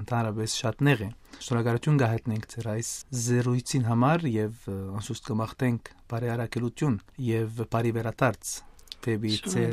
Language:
Armenian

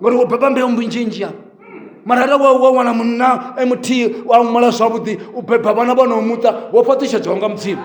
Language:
Venda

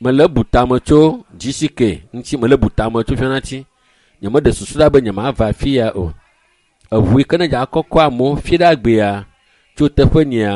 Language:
Ewe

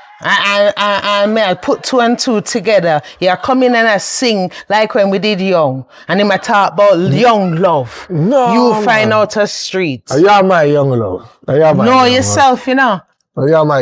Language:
Jamaican Creole English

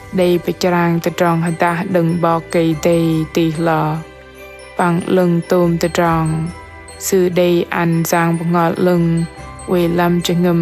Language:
Bahnar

